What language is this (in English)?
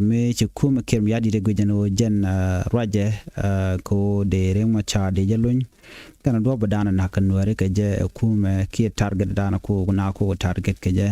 Nuer